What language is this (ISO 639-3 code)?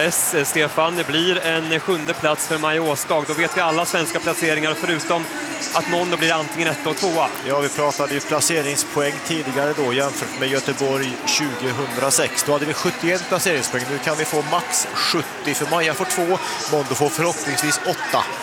swe